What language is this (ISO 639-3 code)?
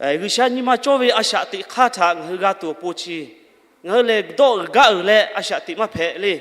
lhu